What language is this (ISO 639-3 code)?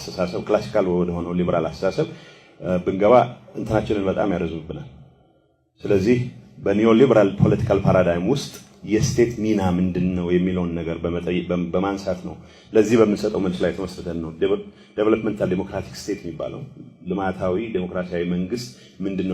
amh